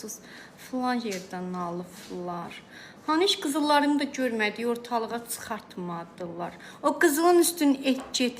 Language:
Azerbaijani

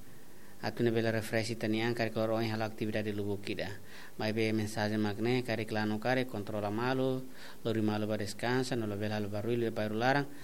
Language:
Tetum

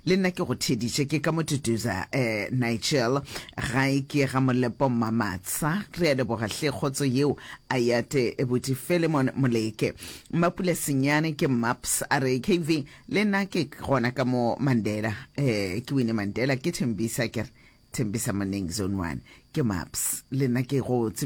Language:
Northern Sotho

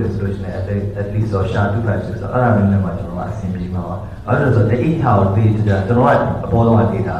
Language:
Burmese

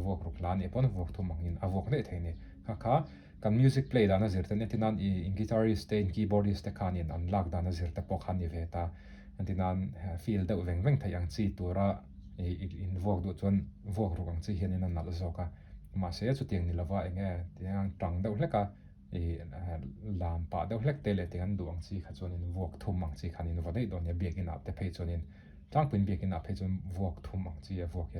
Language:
Mizo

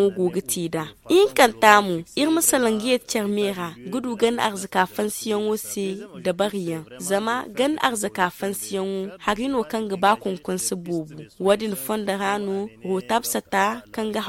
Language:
Zarma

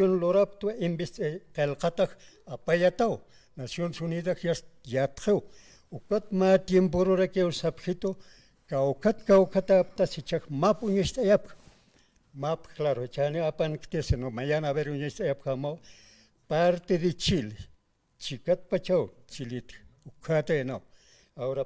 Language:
Aymara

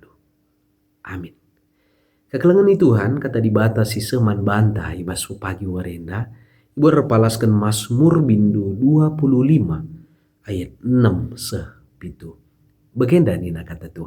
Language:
Batak Karo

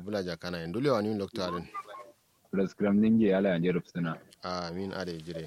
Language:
Kanuri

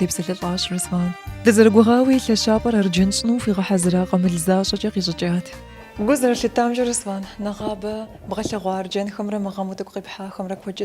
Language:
Kabardian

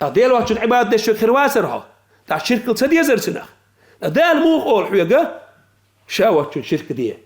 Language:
Chechen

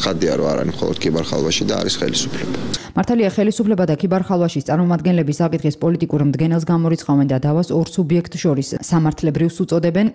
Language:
Georgian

